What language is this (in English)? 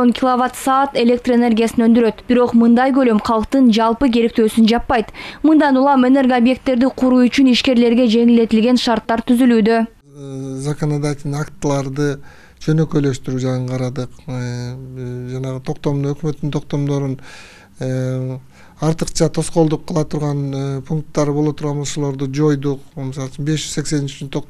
Kyrgyz